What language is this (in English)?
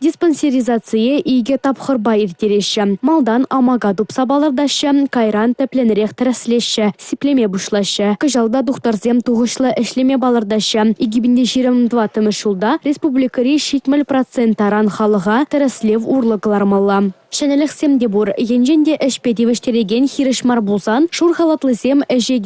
Chuvash